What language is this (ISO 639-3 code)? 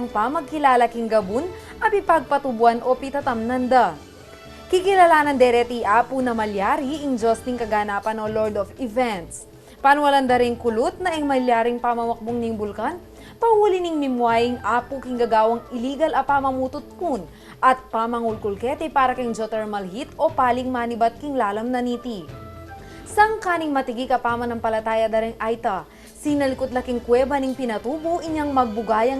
pam